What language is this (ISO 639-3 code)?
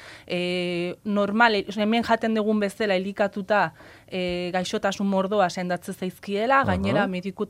eus